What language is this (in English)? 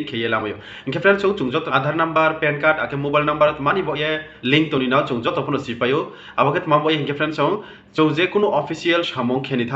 Riang (India)